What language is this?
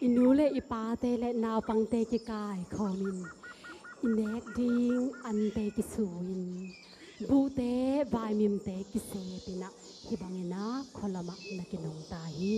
Tedim Chin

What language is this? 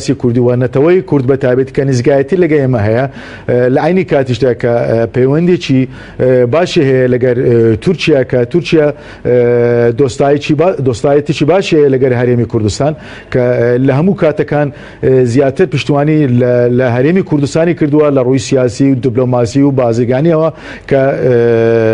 Central Kurdish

